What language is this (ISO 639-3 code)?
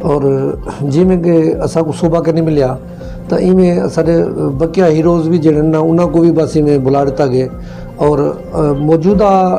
skr